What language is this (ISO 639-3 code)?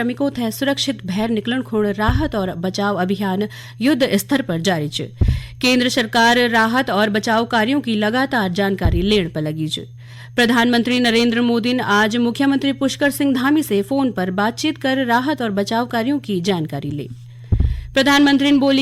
gbm